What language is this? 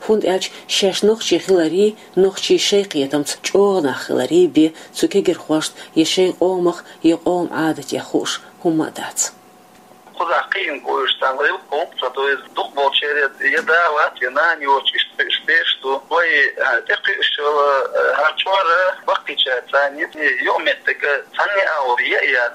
Chechen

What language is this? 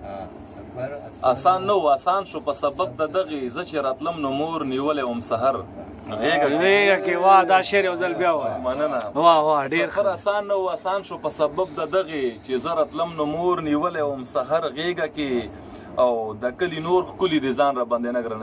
Pashto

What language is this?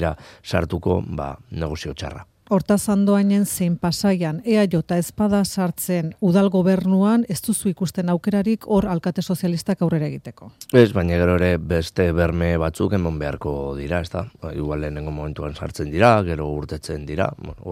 Basque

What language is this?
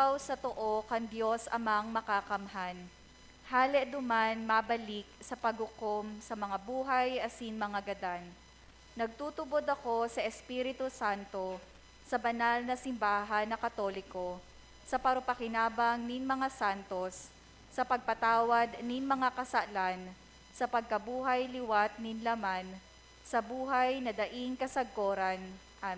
Bikol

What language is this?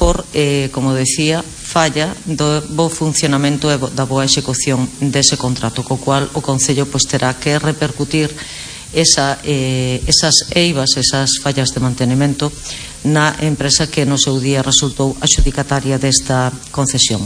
Galician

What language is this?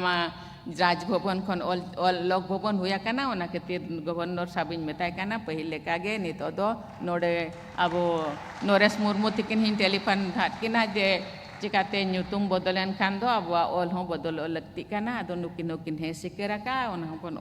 Santali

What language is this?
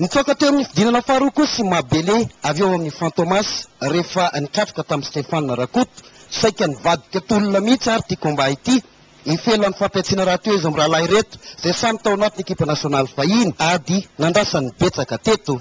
Malagasy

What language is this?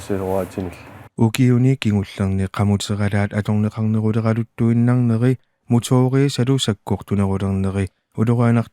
Kalaallisut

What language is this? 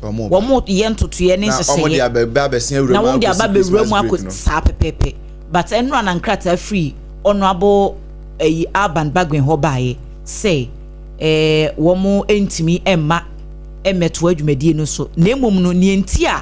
Akan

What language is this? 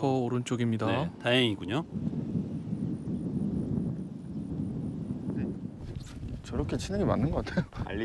Korean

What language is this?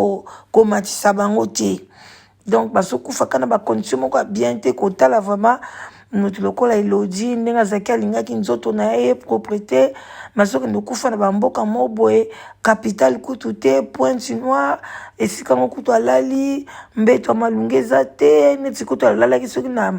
Lingala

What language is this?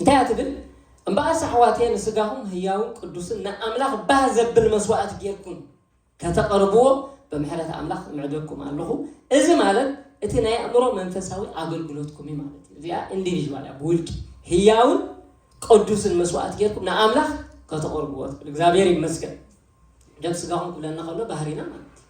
Tigrinya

